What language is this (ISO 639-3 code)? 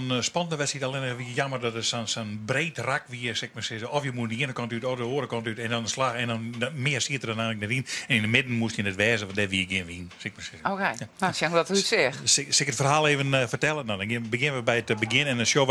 fry